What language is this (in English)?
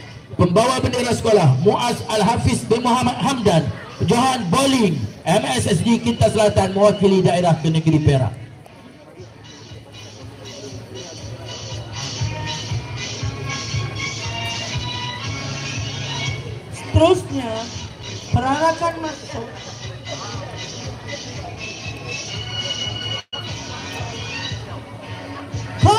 Malay